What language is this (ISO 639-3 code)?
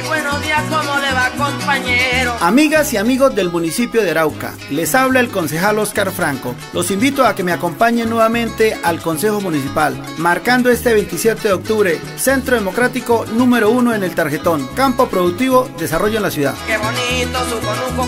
spa